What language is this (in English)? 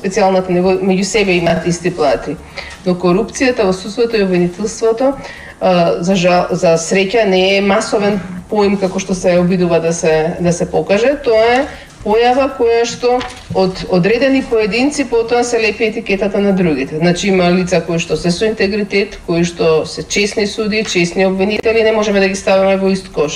Macedonian